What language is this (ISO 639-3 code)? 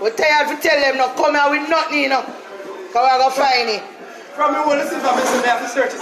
jam